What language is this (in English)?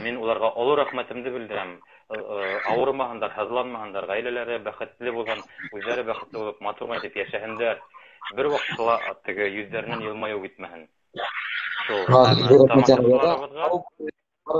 Bashkir